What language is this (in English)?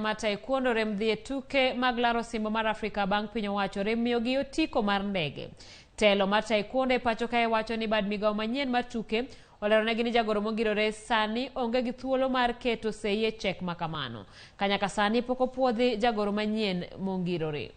Luo (Kenya and Tanzania)